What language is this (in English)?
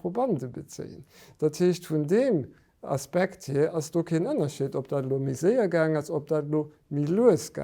Luxembourgish